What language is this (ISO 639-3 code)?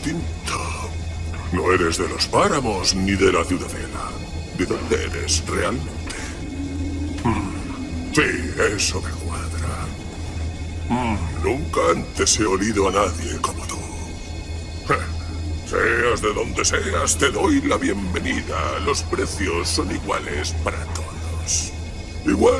spa